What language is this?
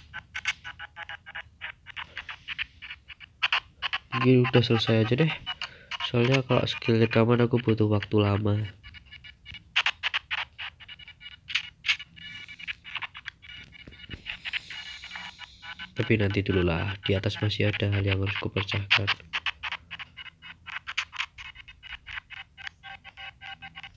Indonesian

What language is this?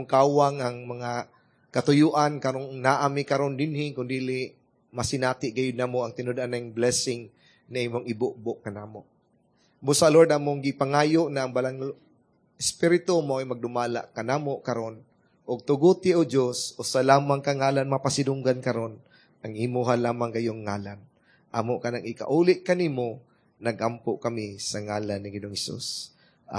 Cebuano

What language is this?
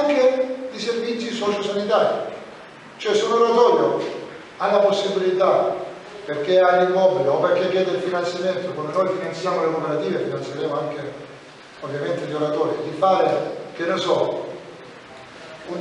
Italian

